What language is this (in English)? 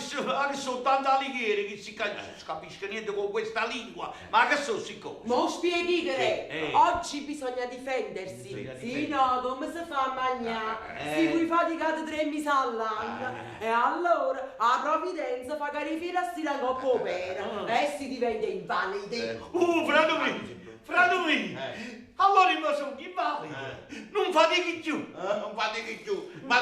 Neapolitan